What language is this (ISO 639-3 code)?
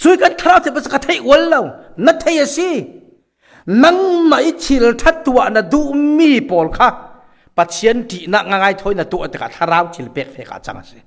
cfm